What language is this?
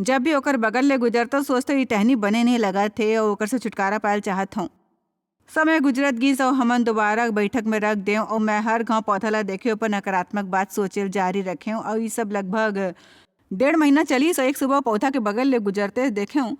Chhattisgarhi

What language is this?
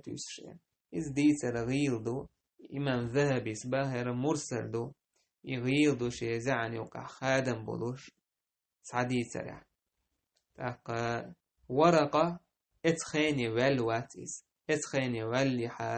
Chechen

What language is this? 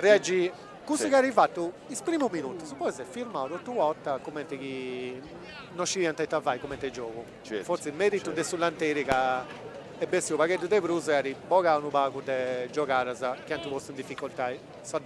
Sardinian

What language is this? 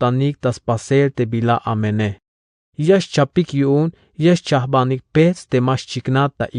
Tzeltal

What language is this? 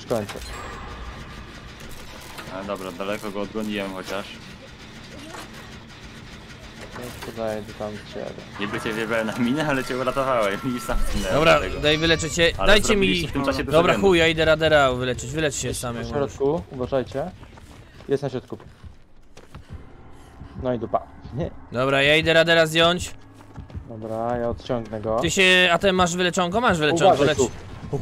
Polish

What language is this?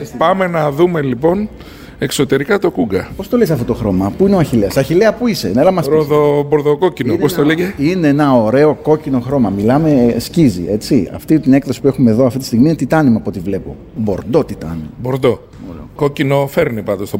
Greek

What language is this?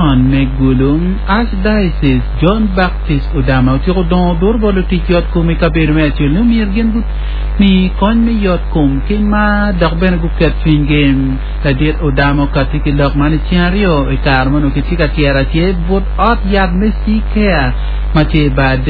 Acoli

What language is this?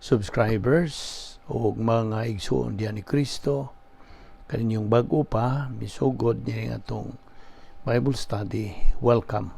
Cebuano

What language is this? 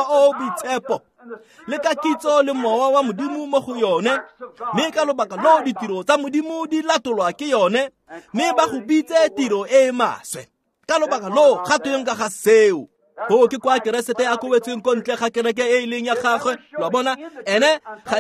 Tswana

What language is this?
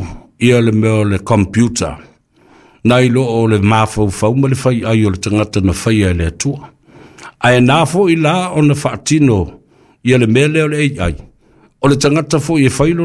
Samoan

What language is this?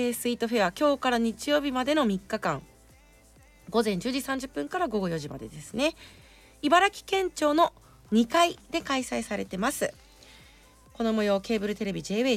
Japanese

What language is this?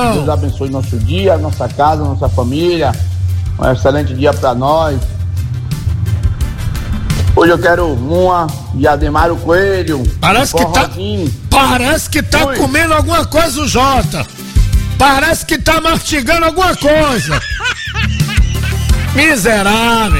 Portuguese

